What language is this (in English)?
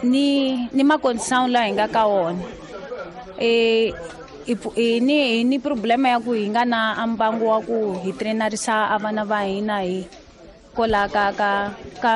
Tsonga